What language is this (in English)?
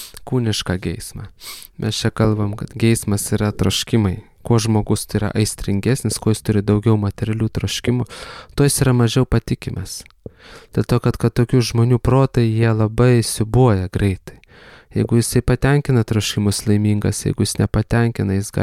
Lithuanian